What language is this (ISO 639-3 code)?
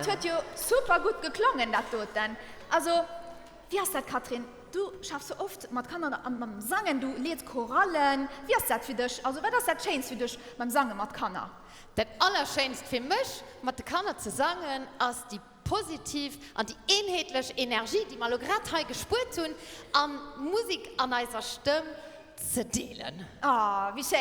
ltz